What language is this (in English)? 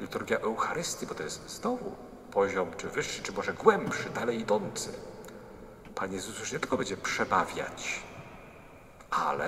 Polish